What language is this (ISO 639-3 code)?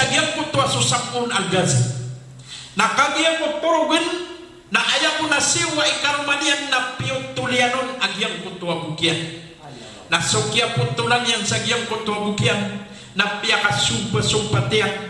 mrw